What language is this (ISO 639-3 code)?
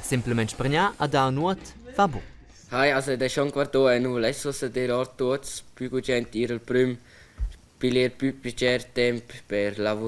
roh